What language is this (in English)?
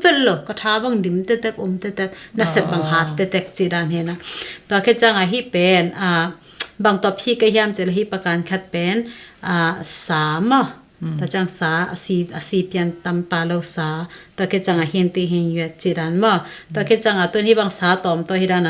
Tedim Chin